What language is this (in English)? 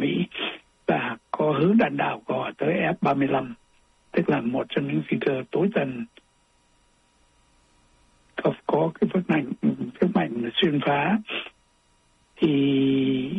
Vietnamese